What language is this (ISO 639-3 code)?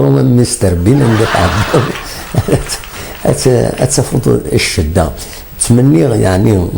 kab